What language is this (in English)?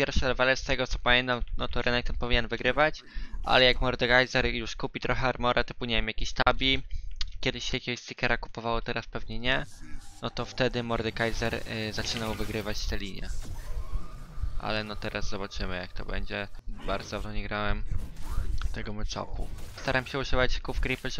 Polish